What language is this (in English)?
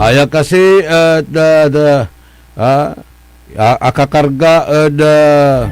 Pangasinan